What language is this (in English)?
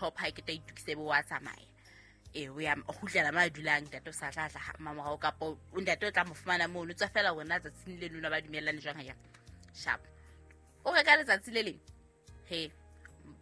Southern Sotho